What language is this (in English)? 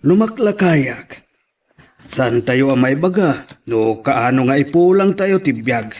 Iloko